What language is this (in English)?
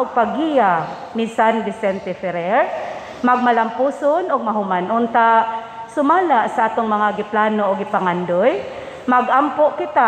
Cebuano